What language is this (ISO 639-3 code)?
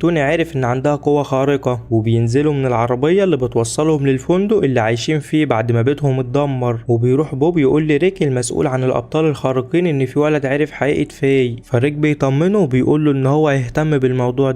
arz